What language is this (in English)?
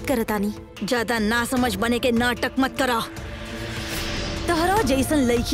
Bhojpuri